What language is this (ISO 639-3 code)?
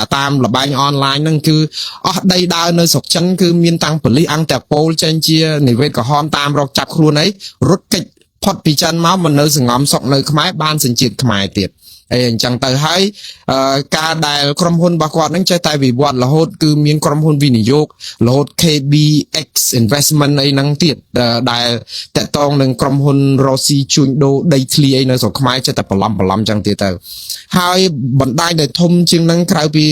khm